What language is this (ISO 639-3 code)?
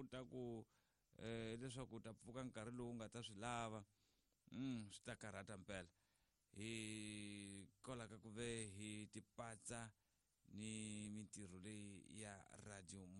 tso